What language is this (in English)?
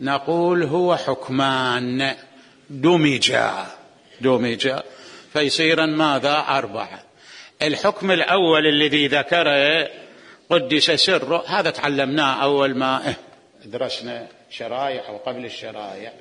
Mesopotamian Arabic